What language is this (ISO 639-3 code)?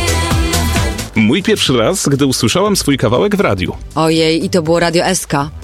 pol